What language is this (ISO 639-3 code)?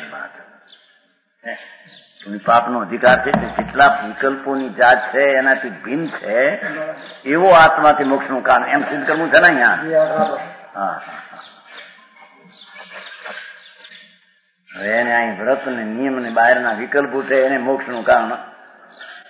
guj